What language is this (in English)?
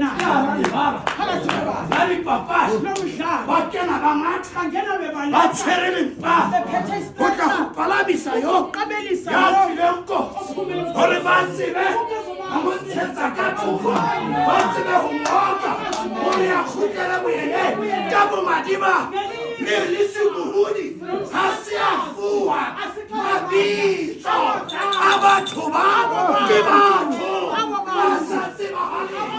Southern Sotho